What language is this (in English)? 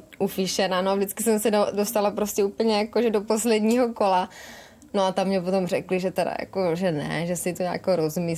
Czech